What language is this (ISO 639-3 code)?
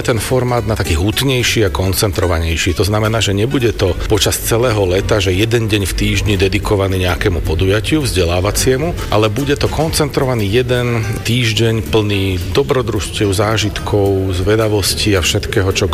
slk